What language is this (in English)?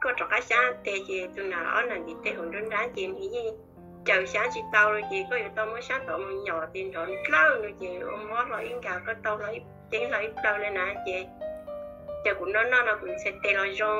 Hmong